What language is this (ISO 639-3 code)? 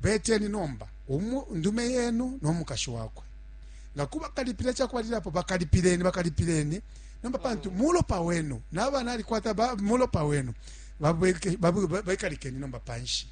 bem